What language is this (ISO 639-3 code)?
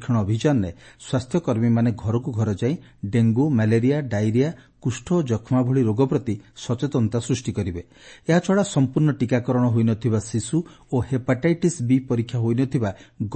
ori